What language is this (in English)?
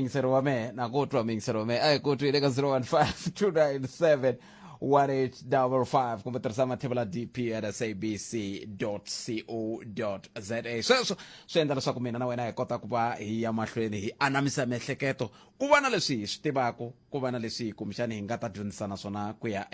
Tsonga